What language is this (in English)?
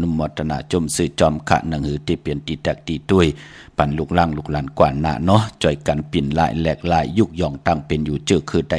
Shan